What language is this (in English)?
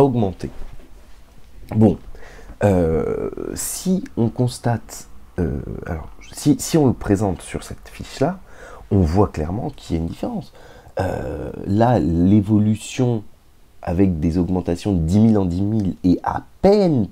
French